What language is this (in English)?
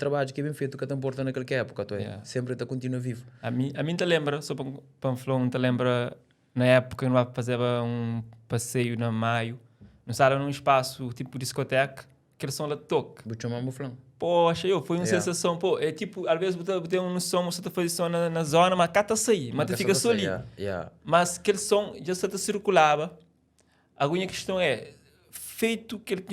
Kabuverdianu